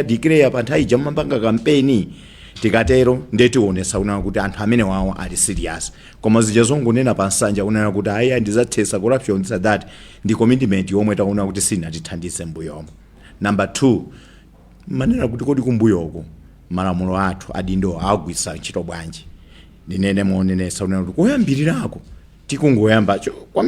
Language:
Nyanja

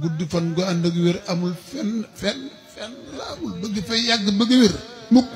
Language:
Wolof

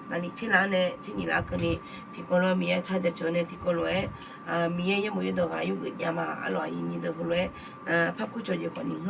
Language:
Akha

